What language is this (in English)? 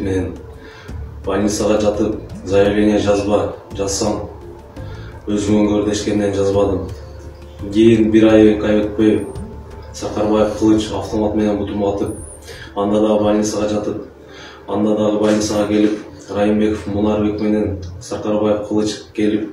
Kyrgyz